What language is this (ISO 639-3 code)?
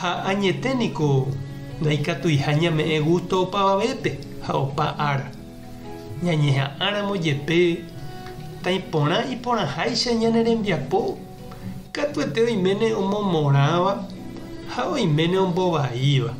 grn